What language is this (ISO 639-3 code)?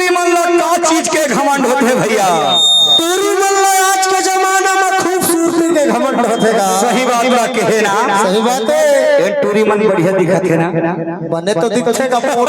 hne